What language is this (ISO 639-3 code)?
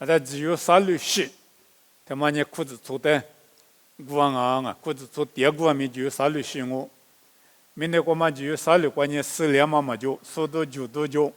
lis